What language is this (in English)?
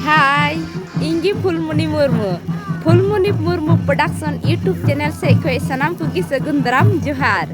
Santali